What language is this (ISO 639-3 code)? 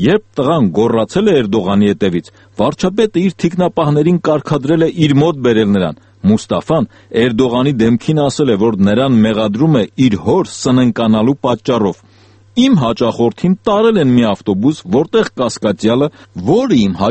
hye